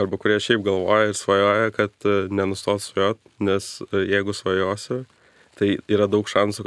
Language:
Lithuanian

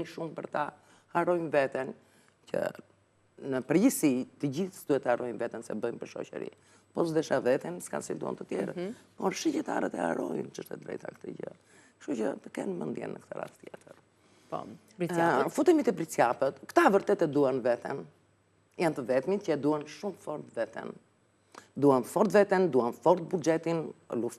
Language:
Albanian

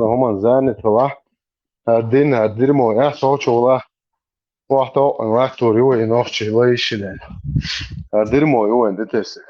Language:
Chechen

